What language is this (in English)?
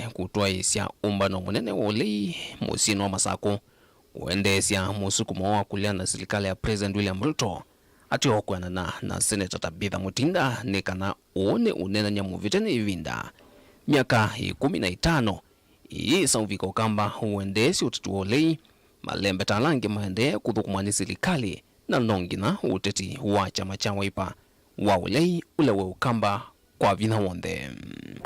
Kamba